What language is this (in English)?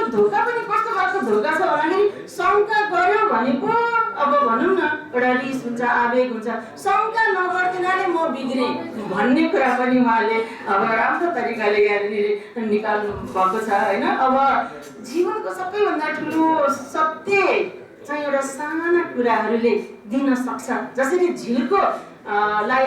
Nepali